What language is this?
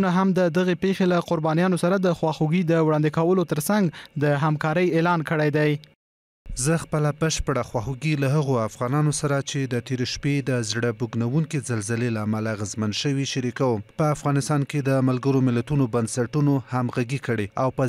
Pashto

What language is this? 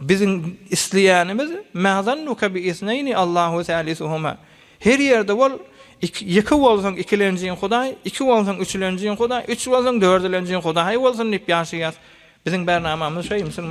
Turkmen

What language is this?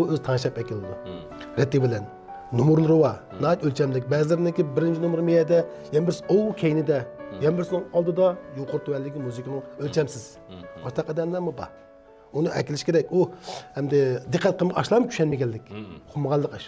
Uyghur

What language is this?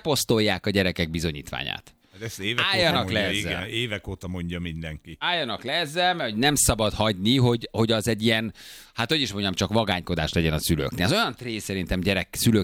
Hungarian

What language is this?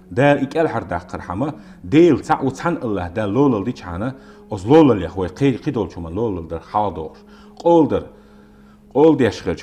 Chechen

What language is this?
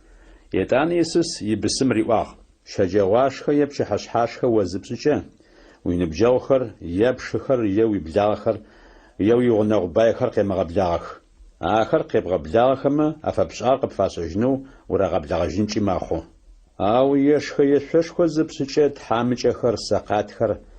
Adyghe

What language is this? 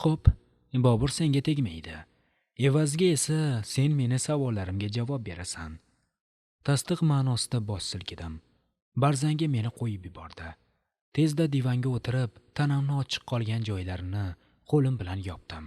Uzbek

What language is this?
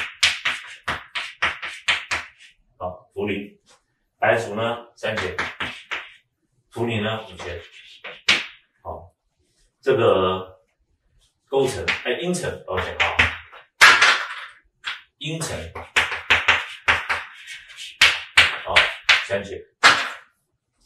Chinese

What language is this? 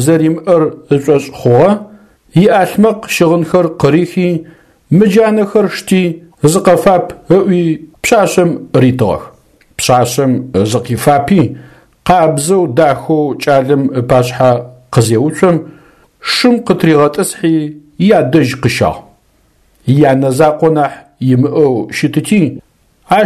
Adyghe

